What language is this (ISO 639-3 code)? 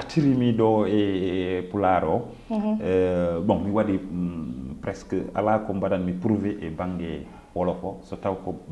ful